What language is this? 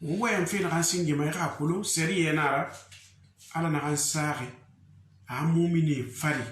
Susu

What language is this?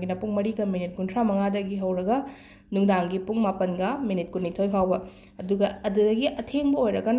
Manipuri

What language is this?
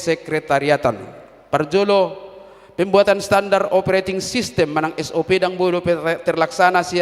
Batak Toba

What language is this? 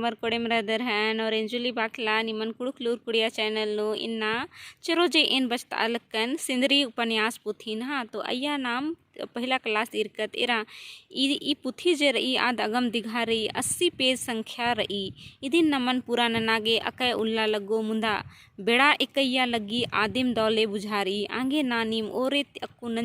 Kurukh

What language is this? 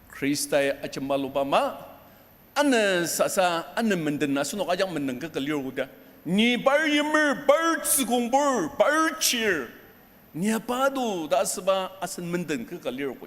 Ao Naga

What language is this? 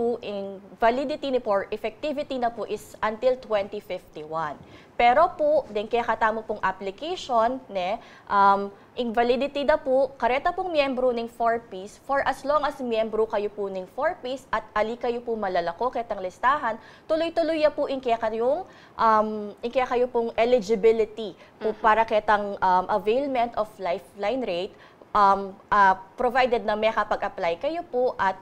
Pampanga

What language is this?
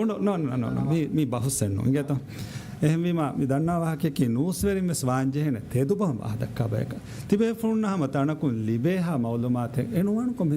Divehi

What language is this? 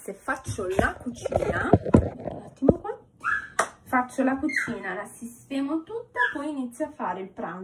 Italian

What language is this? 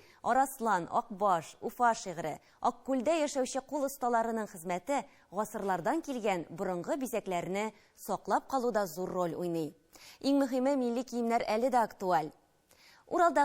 Tatar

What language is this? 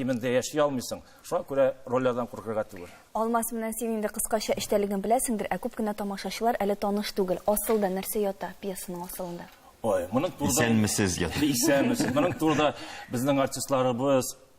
Tatar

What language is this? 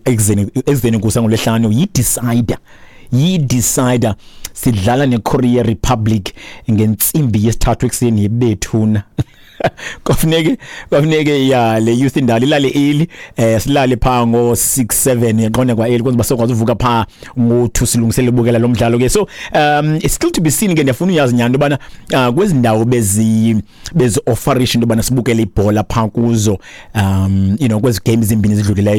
Xhosa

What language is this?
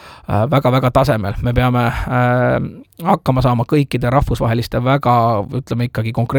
Estonian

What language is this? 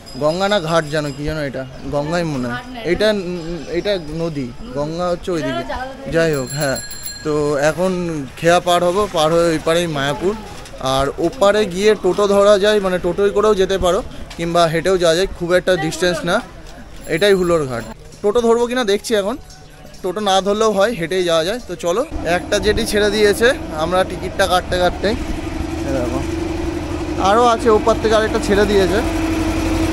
Bangla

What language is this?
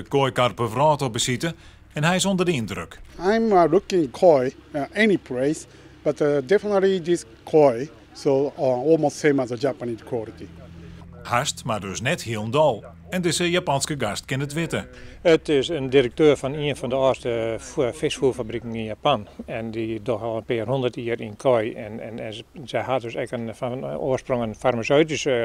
Western Frisian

